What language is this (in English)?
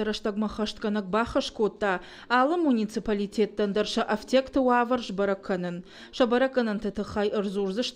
Ossetic